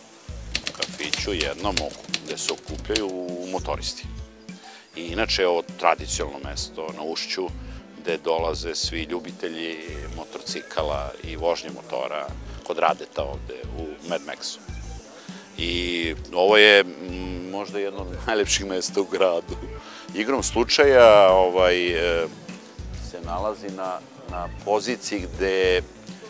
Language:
Serbian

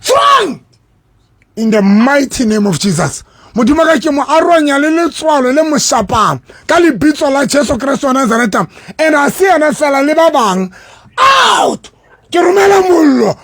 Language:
Southern Sotho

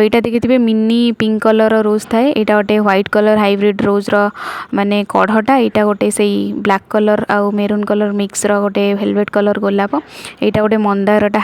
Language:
Odia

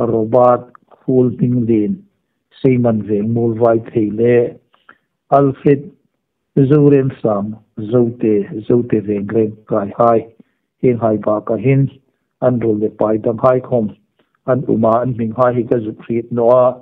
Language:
Hmar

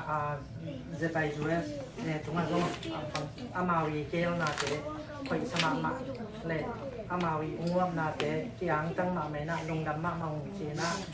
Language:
Tedim Chin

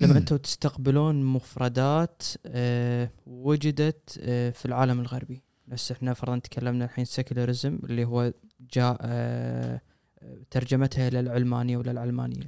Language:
Gulf Arabic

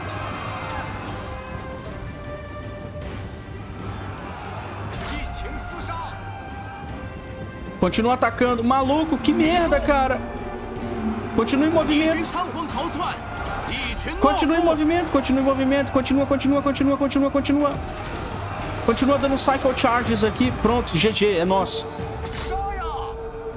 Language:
Portuguese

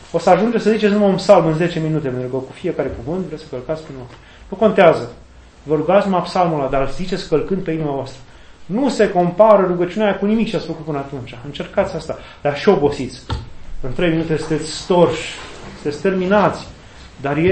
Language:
Romanian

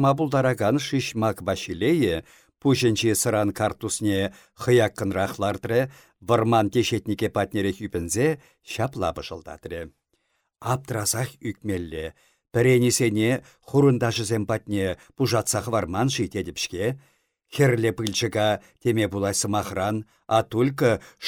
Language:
Chuvash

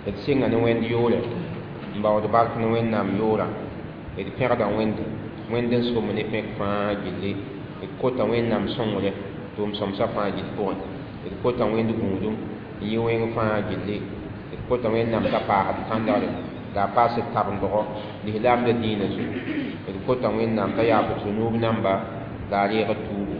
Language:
Mossi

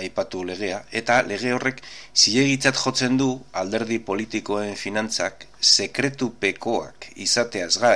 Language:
Basque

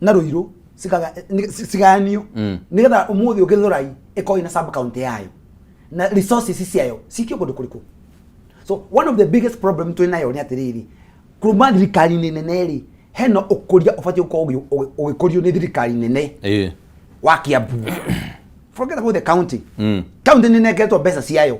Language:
Kikuyu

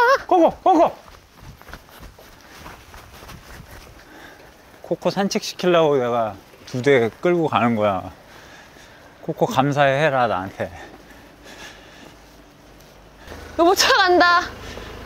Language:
Korean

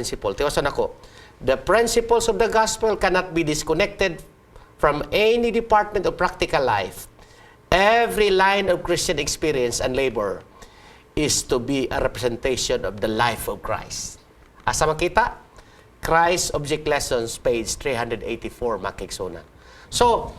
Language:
Cebuano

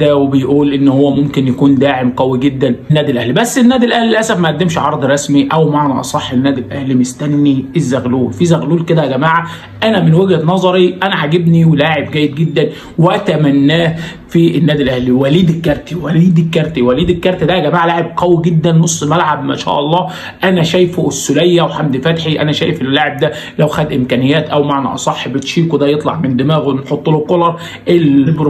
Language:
Egyptian Arabic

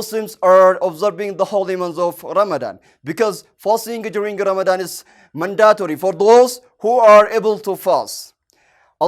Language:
English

